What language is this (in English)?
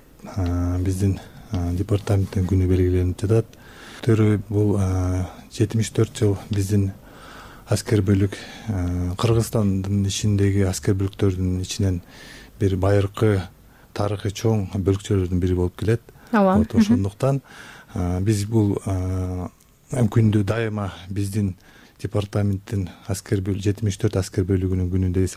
Kyrgyz